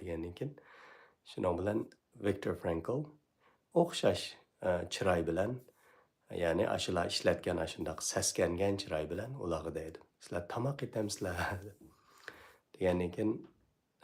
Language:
Uyghur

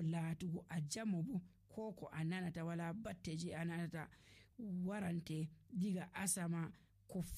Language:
Nigerian Fulfulde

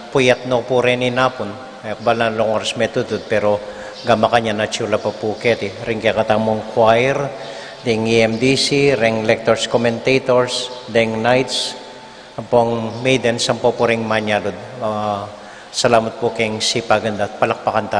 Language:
Pampanga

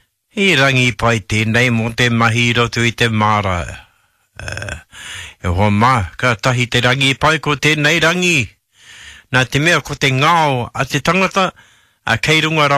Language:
Māori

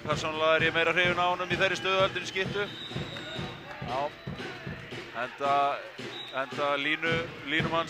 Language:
Icelandic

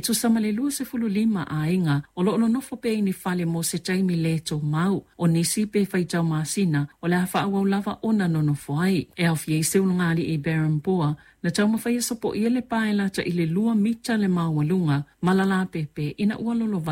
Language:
Samoan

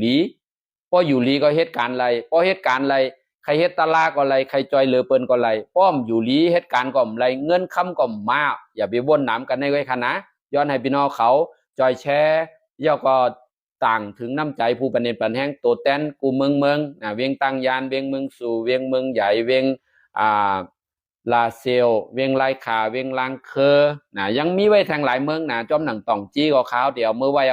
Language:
Shan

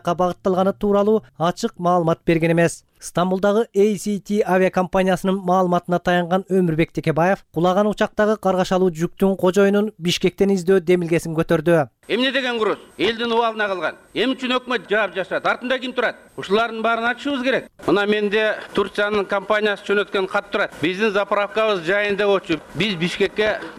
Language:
Kyrgyz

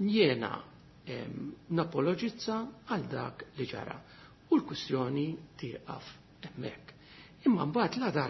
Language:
Maltese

